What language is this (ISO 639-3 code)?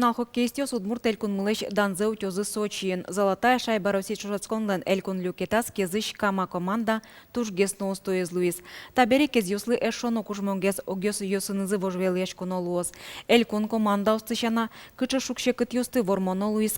udm